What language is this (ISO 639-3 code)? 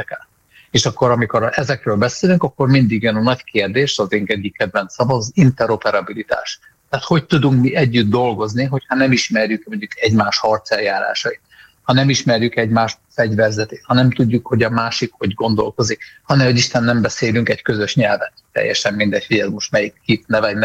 hun